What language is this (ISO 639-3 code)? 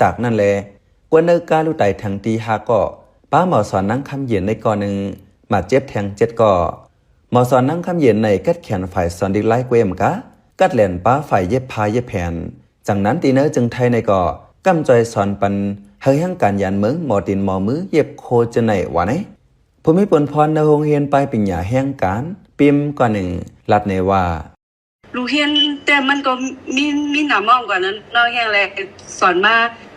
shn